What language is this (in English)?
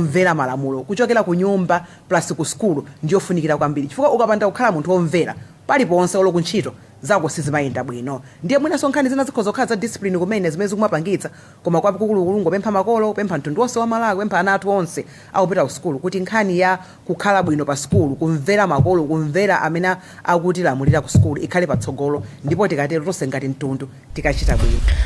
Nyanja